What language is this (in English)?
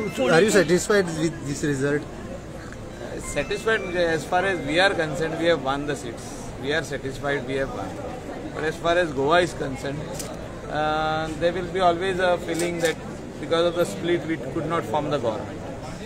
Konkani